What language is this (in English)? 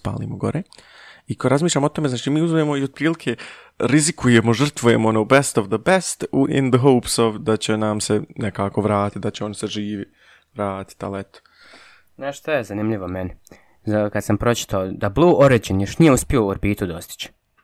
Bosnian